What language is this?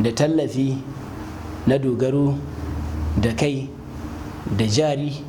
Hausa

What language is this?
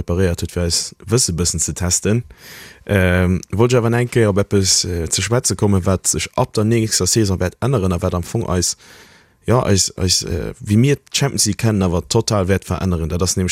Luxembourgish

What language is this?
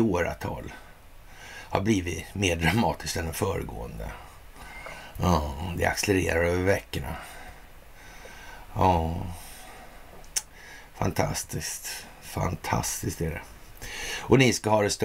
Swedish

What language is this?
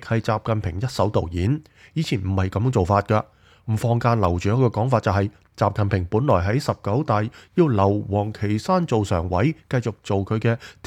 Cantonese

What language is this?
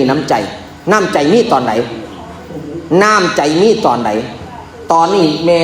Northeastern Thai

